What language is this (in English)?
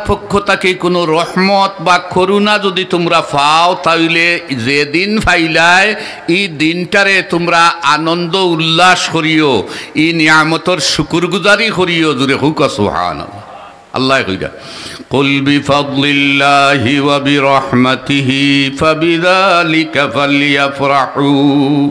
Sylheti